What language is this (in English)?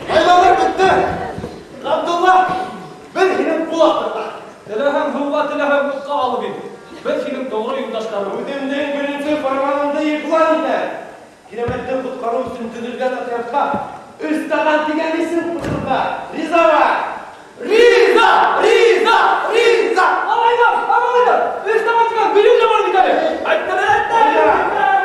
Bashkir